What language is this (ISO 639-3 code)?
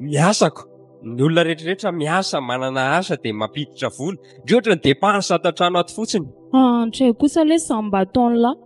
mlg